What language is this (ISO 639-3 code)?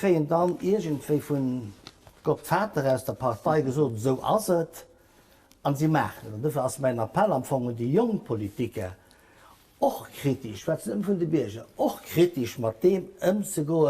ltz